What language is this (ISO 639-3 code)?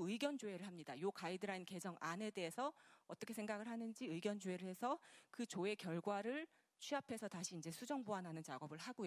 kor